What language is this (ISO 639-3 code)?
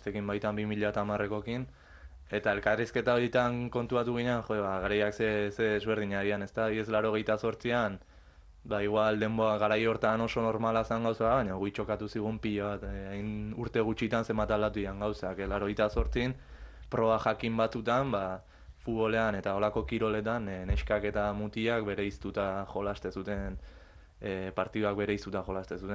eus